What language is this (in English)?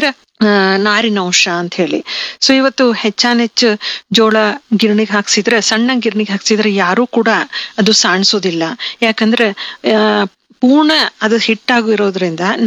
Kannada